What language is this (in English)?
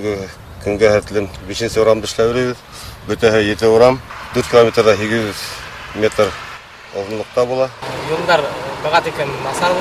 Bashkir